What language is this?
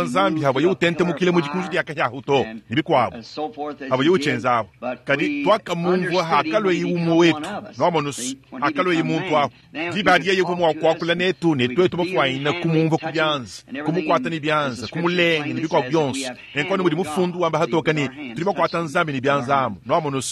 Luba-Lulua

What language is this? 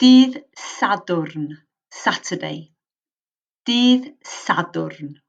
Welsh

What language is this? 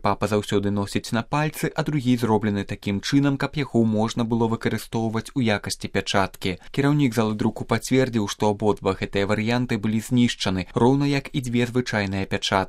Belarusian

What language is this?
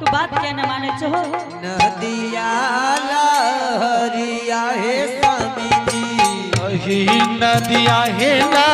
Angika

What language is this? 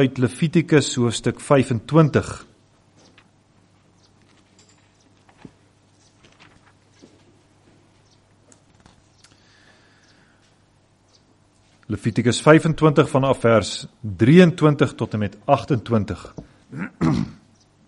Afrikaans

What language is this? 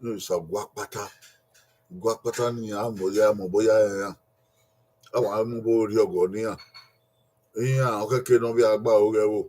Bini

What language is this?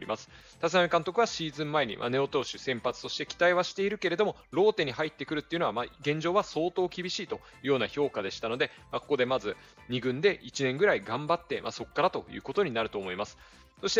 Japanese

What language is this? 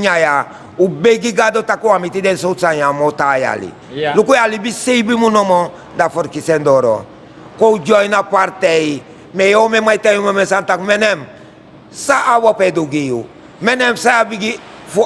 Sranan Tongo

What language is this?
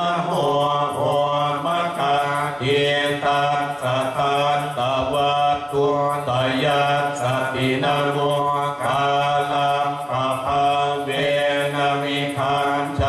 Pali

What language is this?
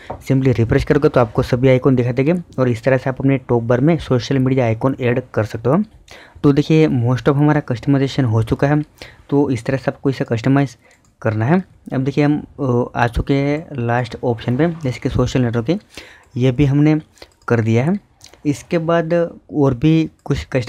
Hindi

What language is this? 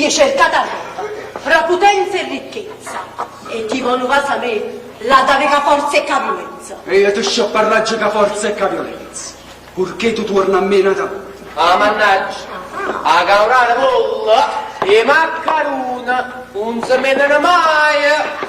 Neapolitan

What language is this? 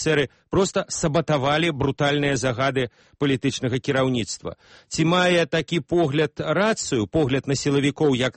Belarusian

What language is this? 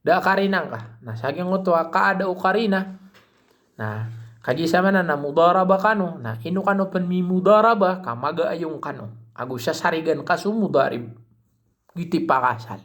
Maranao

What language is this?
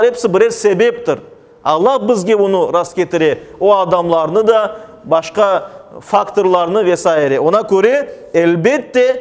Crimean Tatar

